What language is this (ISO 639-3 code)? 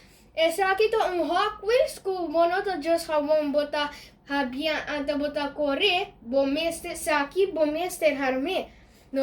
pap